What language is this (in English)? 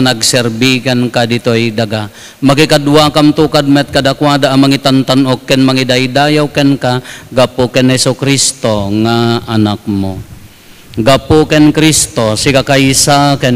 Iloko